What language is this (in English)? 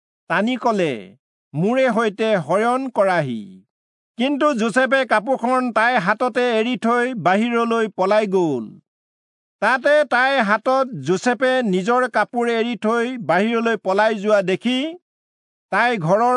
Assamese